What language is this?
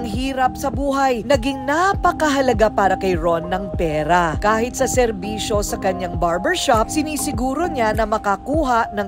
Filipino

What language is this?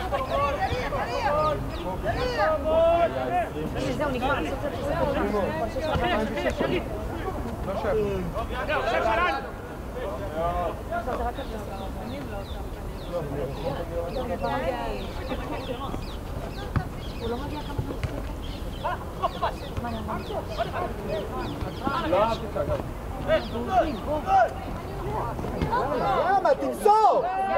Hebrew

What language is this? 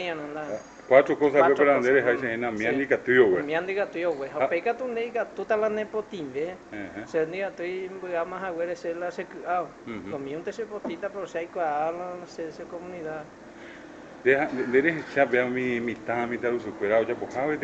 Guarani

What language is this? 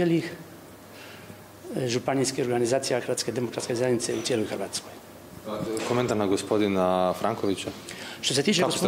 Croatian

